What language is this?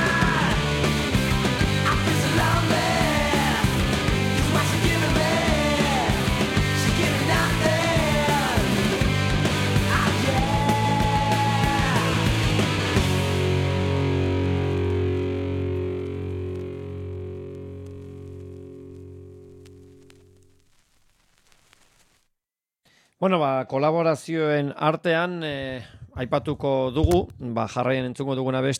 Basque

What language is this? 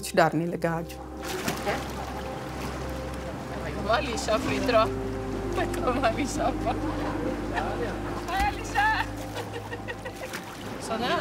Norwegian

